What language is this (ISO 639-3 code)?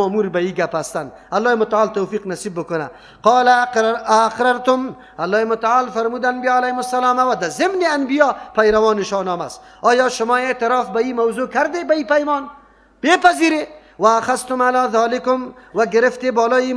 fas